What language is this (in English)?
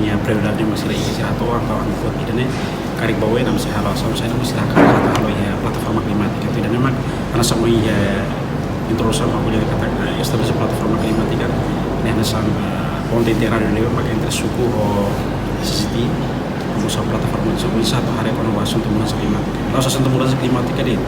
Tetum